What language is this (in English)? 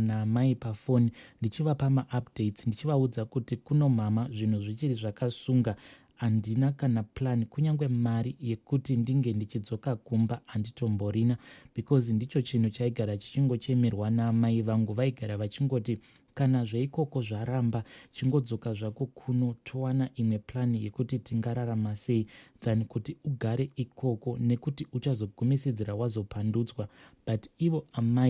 Shona